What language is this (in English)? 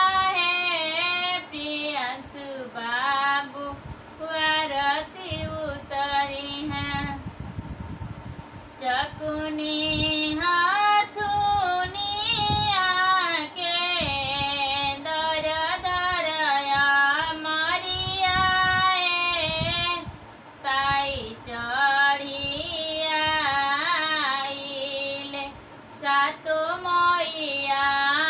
Bhojpuri